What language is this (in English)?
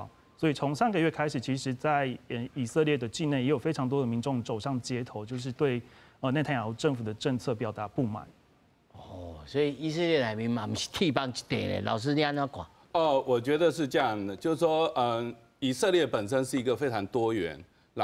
Min Nan Chinese